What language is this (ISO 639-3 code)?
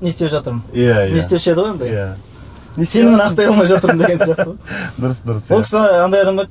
kaz